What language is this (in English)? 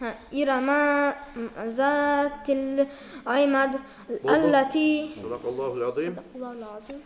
Kumyk